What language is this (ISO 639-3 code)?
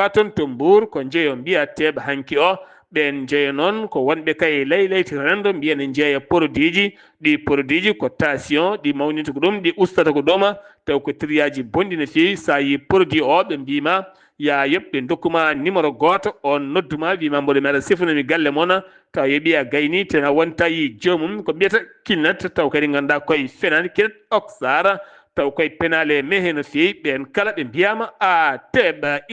ful